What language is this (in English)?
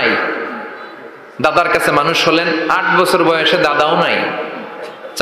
Bangla